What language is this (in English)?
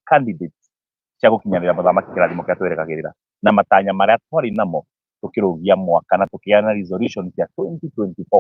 Kikuyu